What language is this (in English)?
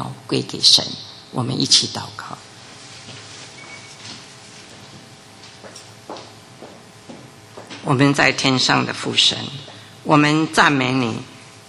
Chinese